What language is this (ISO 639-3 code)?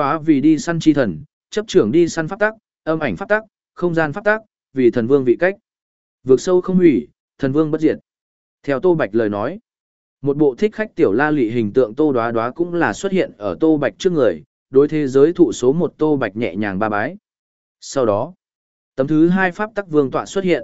vie